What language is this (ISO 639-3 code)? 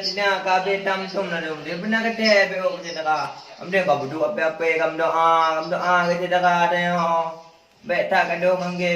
ace